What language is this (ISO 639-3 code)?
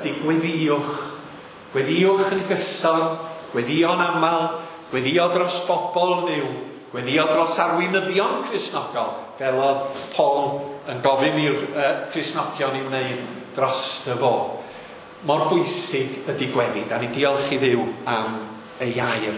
cym